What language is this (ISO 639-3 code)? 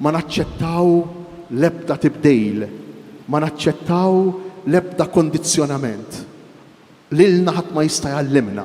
mlt